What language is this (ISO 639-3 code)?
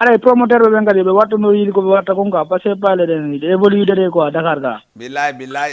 ful